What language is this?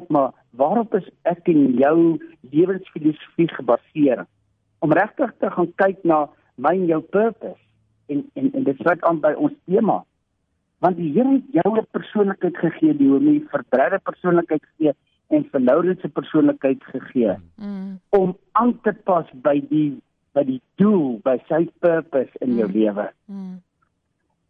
Afrikaans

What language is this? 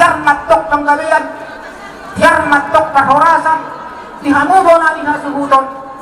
Batak Toba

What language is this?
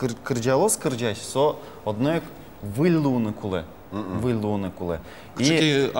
Udmurt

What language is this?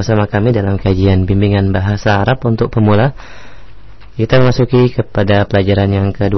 Indonesian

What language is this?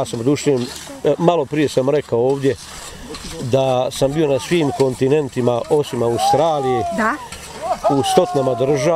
Bosnian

